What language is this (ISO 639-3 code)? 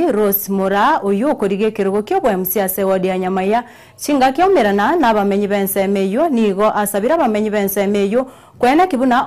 guz